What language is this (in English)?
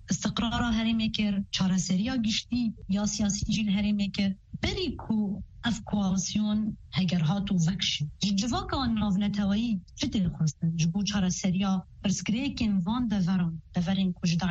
Kurdish